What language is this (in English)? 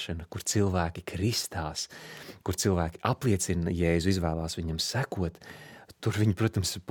Latvian